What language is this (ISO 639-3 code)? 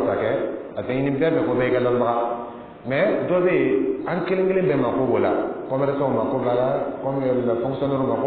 dyu